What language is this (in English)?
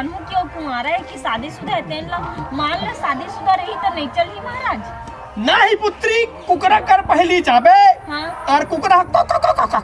Chhattisgarhi